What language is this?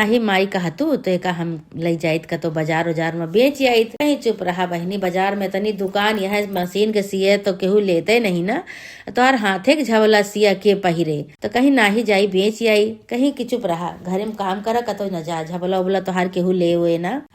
Awadhi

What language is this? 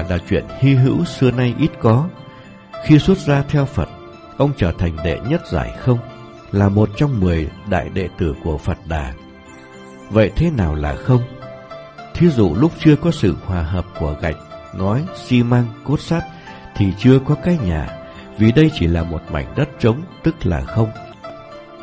Vietnamese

